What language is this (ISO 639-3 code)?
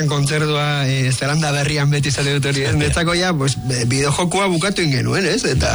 eus